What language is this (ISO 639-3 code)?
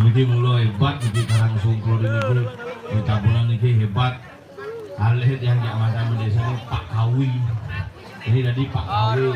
ban